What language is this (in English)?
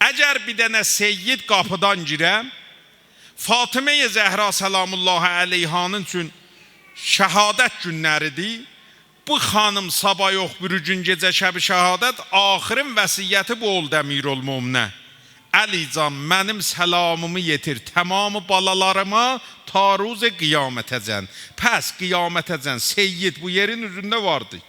South Azerbaijani